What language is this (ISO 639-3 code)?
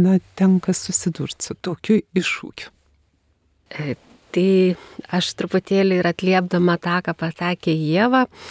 lit